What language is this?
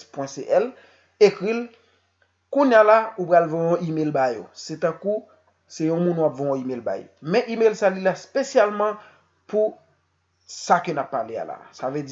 Haitian Creole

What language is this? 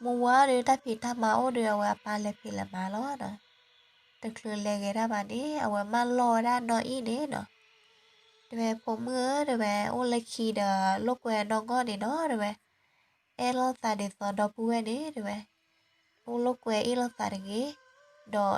S'gaw Karen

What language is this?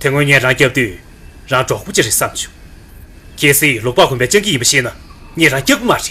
Tibetan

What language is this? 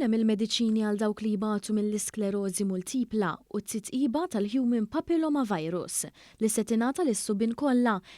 Maltese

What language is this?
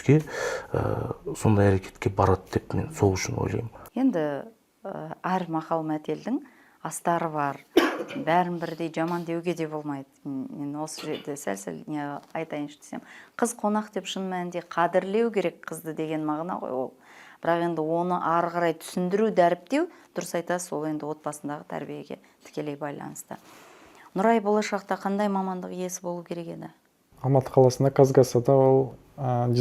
Kazakh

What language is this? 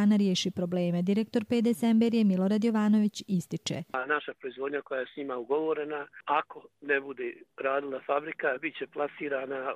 Croatian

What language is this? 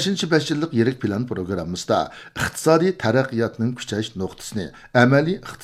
Uyghur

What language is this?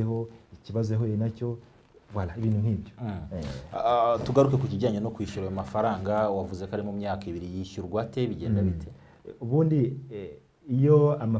Kinyarwanda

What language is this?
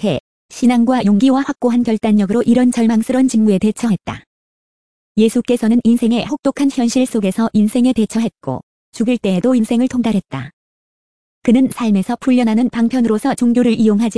Korean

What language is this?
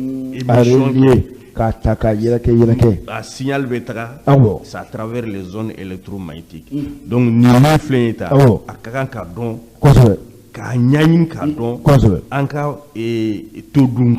Bambara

